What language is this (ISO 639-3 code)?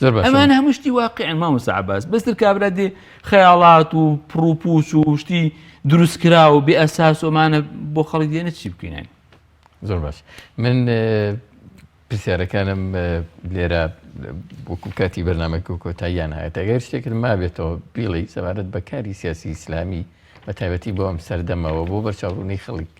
ckb